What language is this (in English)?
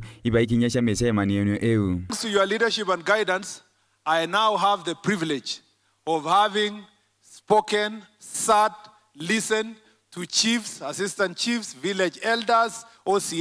Meru